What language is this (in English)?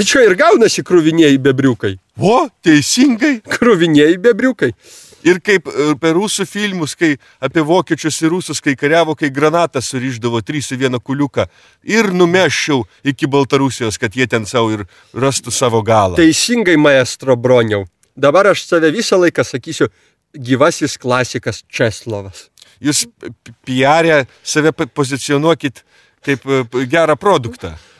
Lithuanian